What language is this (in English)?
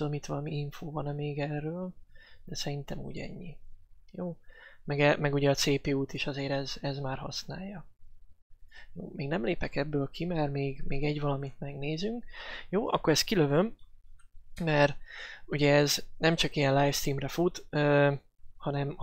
Hungarian